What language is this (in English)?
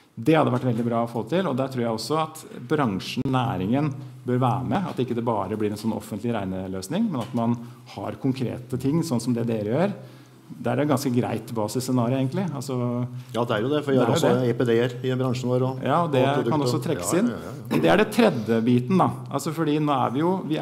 Norwegian